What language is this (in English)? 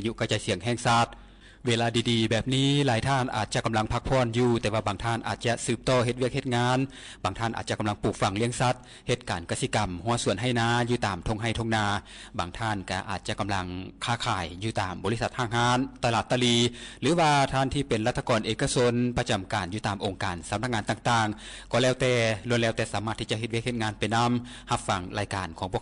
Lao